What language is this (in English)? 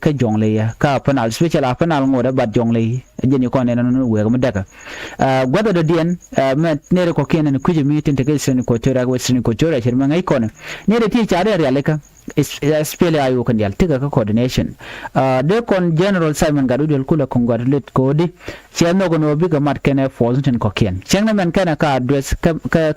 Nuer